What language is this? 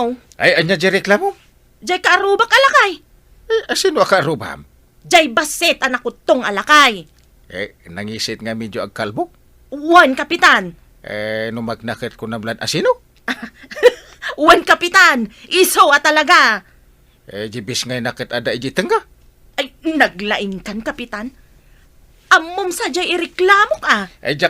Iloko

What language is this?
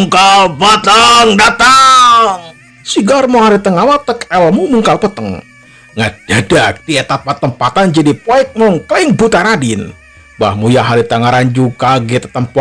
Sundanese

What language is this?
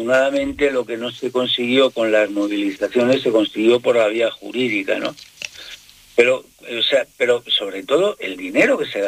Spanish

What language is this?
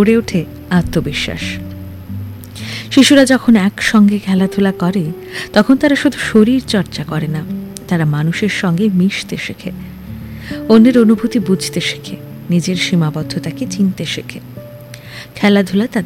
Bangla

